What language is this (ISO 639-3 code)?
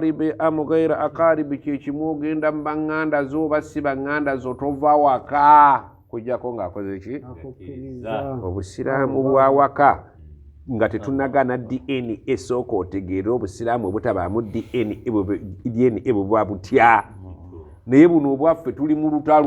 lug